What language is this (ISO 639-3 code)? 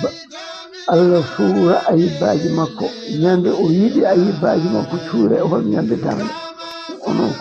ful